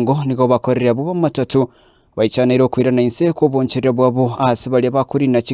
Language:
Gusii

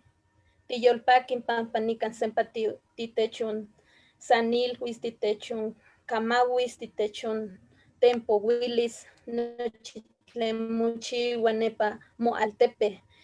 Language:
Eastern Huasteca Nahuatl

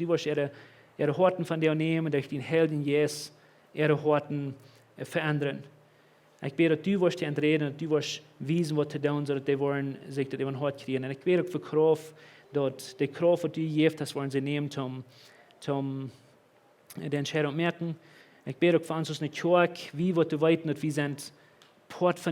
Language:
Plautdietsch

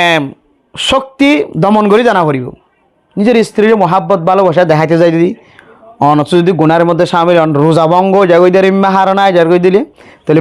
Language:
Rohingya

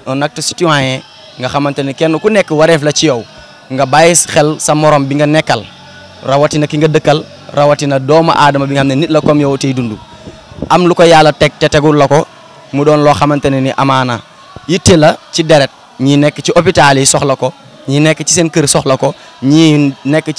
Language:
Wolof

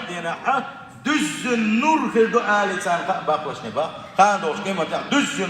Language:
Chechen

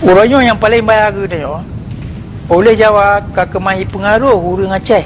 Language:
Achinese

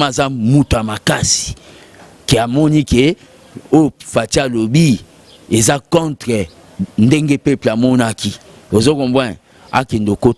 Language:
Lingala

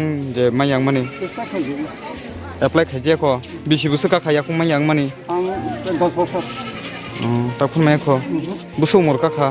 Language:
Kok Borok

